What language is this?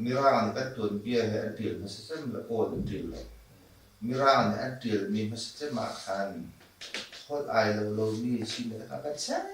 Hakha Chin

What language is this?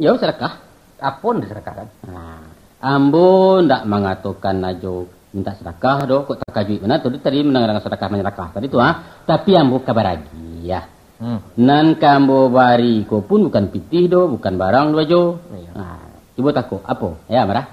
Minangkabau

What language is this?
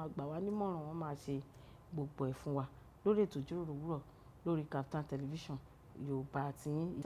Yoruba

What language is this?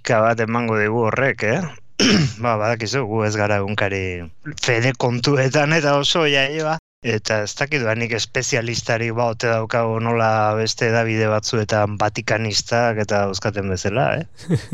Basque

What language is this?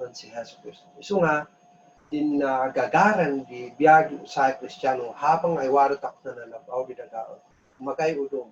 Kankanaey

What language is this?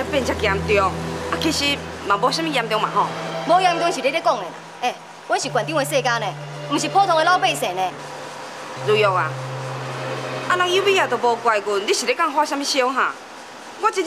Min Nan Chinese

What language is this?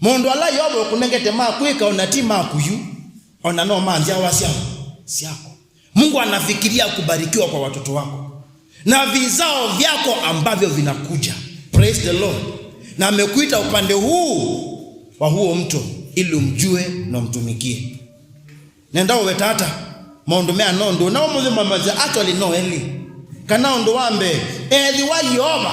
Kamba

